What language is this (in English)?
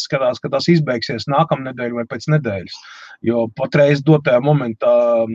Latvian